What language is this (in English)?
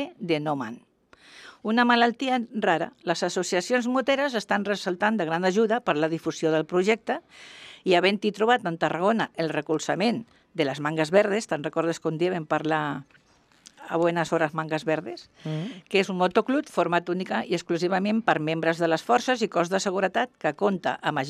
Catalan